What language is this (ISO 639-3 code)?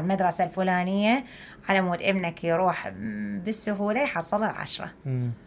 acm